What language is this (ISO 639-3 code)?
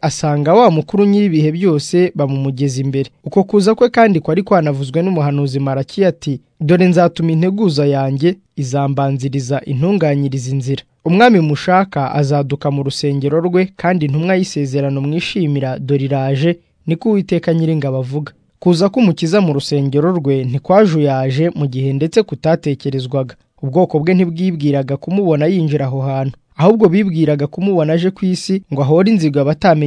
kin